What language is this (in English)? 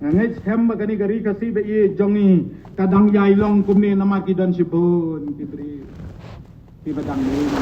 Khasi